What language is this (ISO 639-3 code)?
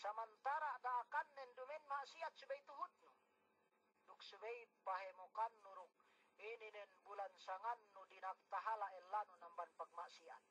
yka